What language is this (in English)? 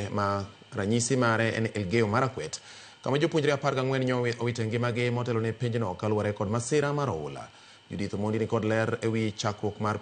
Luo (Kenya and Tanzania)